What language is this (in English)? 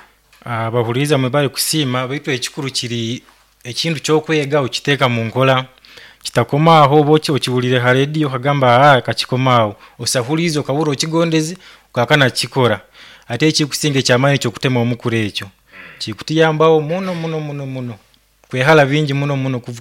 Nyoro